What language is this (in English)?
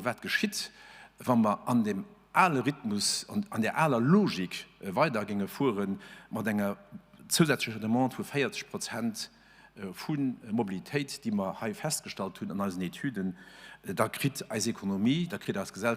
Luxembourgish